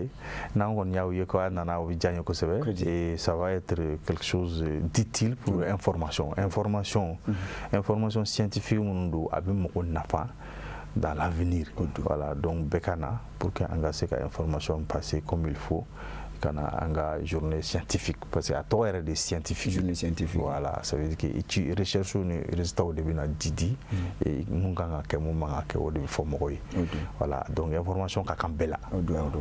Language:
Bambara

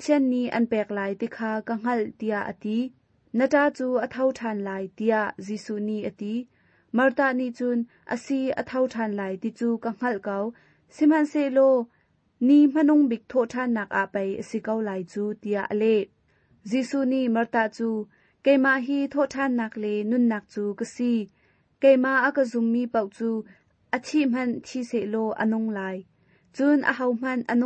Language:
Hakha Chin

